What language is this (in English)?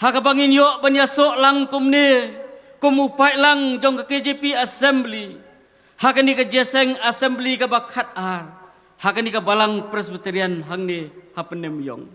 Khasi